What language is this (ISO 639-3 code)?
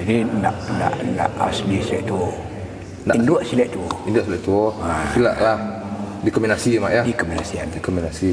min